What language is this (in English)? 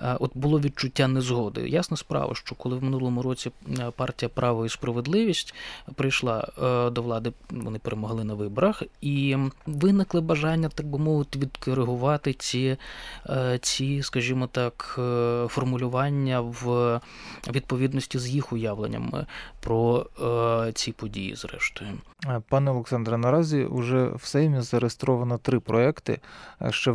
Ukrainian